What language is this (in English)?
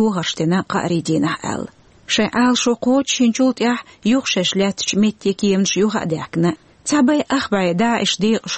Chechen